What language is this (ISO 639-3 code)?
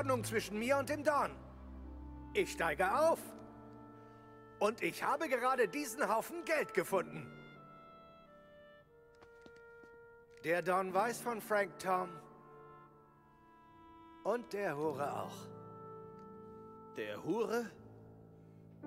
deu